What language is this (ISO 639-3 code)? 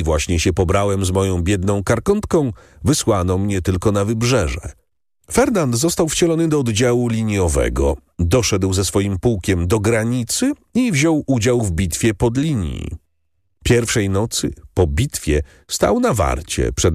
pol